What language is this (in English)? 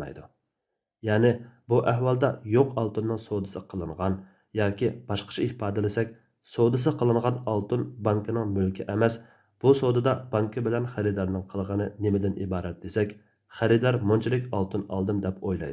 Uyghur